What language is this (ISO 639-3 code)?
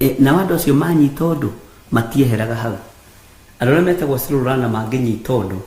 kik